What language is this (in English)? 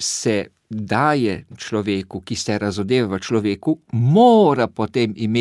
Slovenian